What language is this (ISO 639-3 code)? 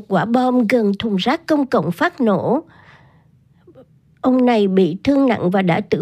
vie